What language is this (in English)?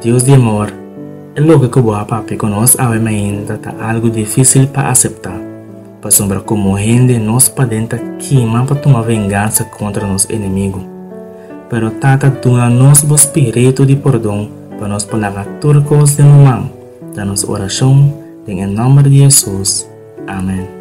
Papiamento